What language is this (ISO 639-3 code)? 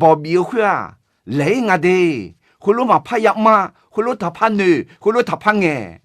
ahk